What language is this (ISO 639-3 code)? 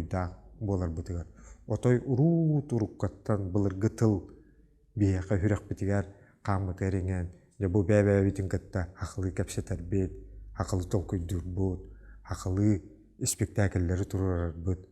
sah